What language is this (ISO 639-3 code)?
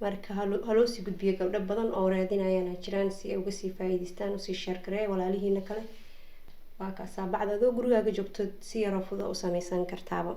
som